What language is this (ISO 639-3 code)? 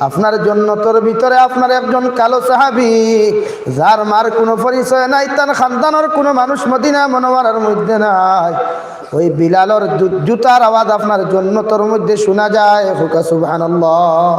syl